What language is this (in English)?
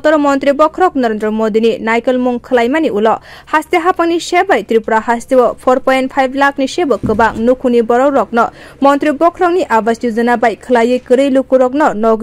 Kok Borok